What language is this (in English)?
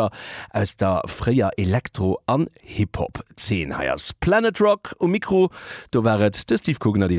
Luxembourgish